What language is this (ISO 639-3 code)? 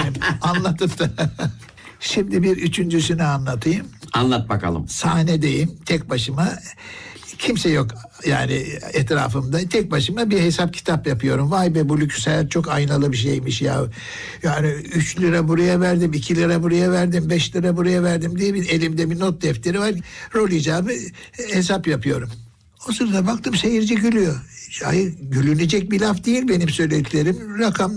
tur